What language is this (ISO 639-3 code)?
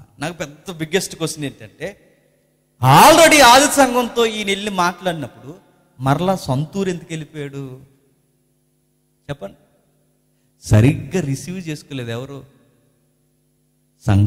tel